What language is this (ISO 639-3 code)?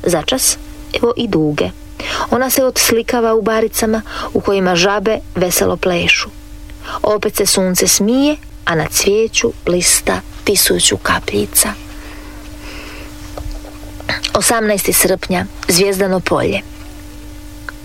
hrv